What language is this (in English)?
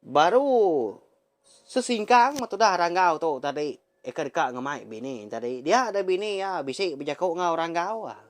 Iban